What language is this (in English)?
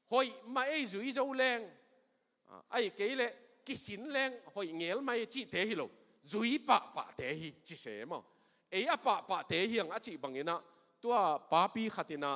Tedim Chin